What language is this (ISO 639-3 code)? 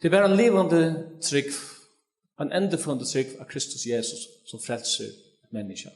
fao